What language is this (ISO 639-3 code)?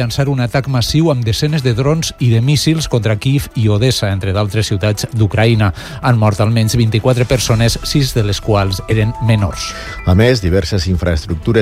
cat